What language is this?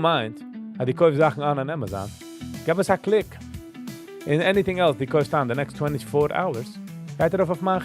Yiddish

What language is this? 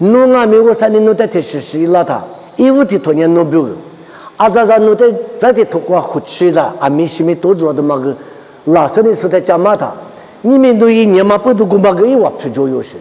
Lisu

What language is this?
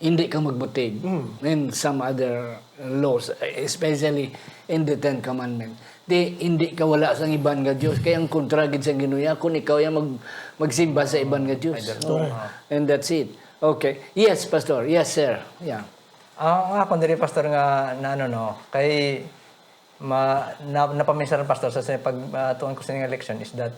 Hiligaynon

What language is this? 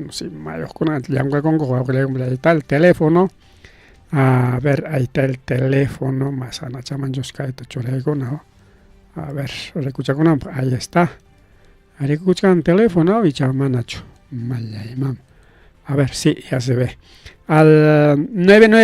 Ayacucho Quechua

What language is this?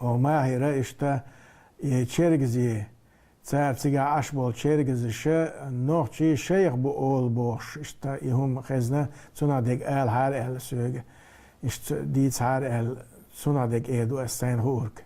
Chechen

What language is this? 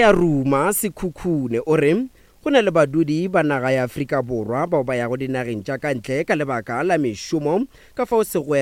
Northern Sotho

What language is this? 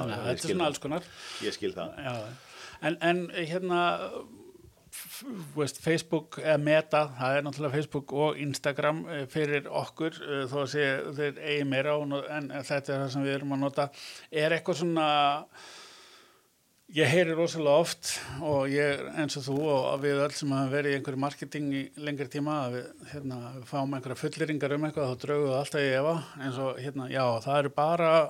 Icelandic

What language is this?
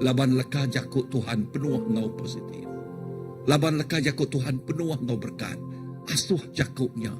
Iban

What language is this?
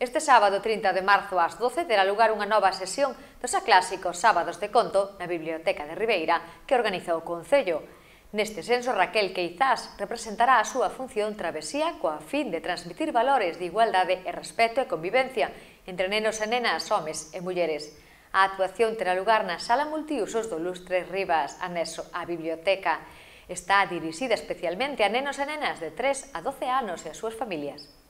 Galician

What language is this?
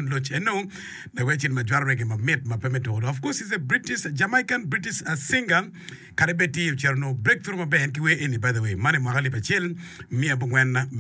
Acoli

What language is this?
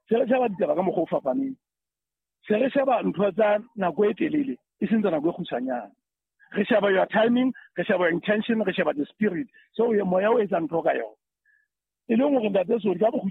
Southern Sotho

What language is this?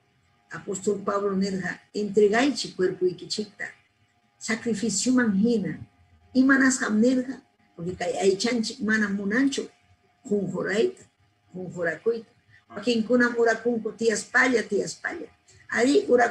Ayacucho Quechua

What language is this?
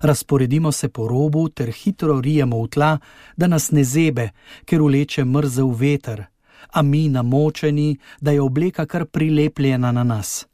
Slovenian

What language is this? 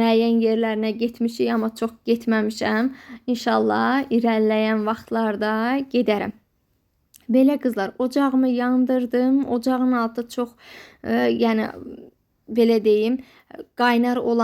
Azerbaijani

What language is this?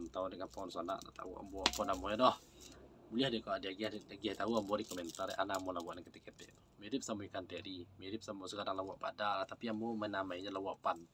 Minangkabau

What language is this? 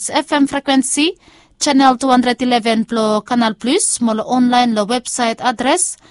Bislama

